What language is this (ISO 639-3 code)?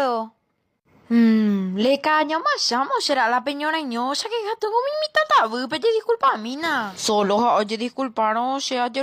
grn